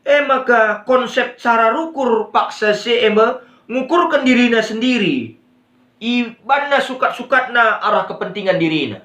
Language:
Batak Karo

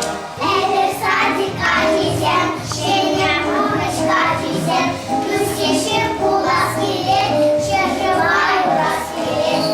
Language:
Chuvash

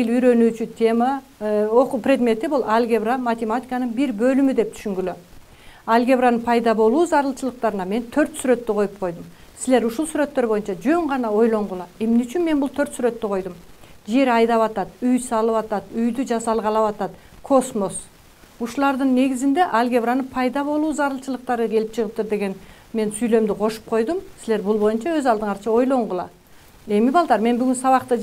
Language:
Kyrgyz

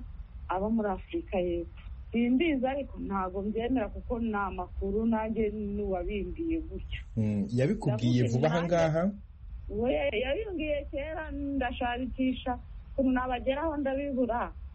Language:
Kinyarwanda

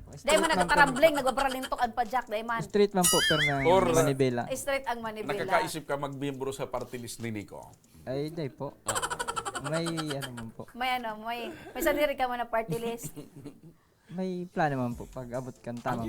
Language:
Bikol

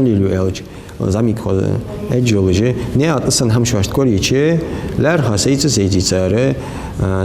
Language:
Ingush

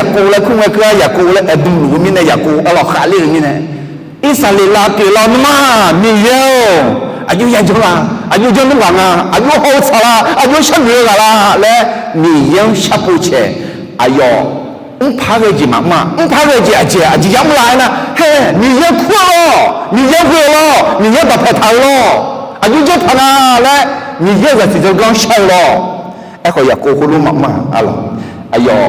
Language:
Akha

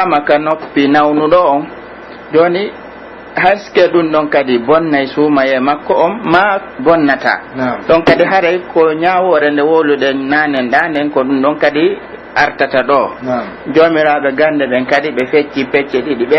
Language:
Pular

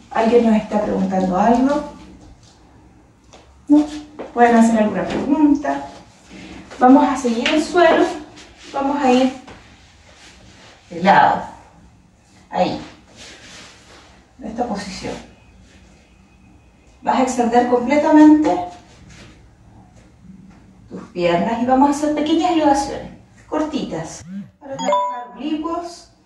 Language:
Spanish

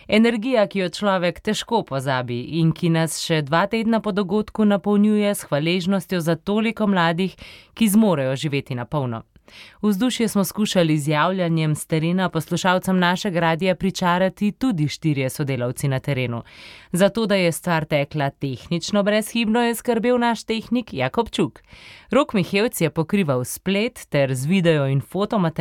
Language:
Slovenian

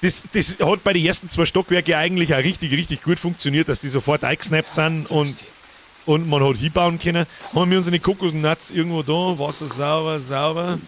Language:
Bavarian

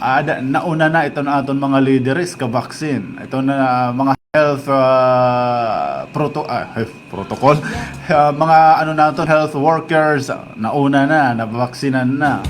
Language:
Waray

